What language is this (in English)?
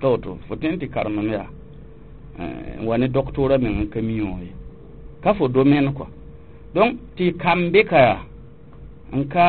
Mossi